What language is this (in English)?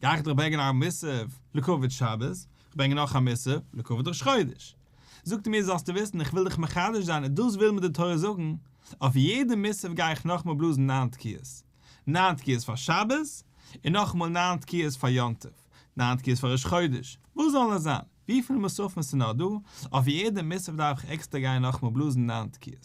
Yiddish